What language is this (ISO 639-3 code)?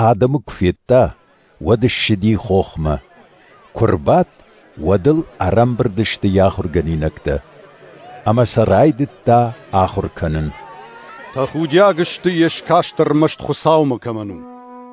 oss